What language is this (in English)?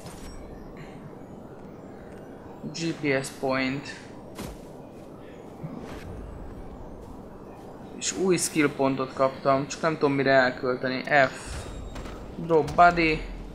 Hungarian